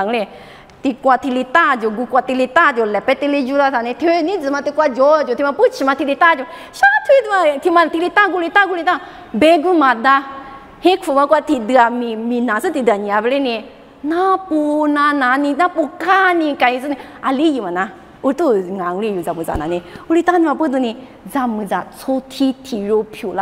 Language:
Lisu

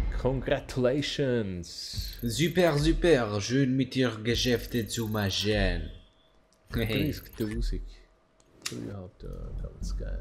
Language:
Swiss German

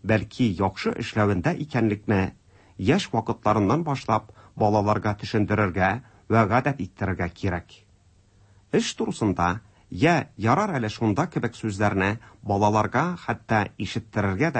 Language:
Tatar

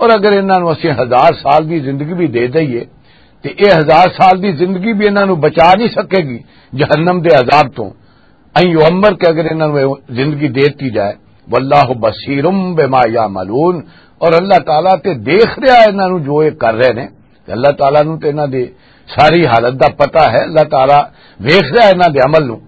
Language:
Western Panjabi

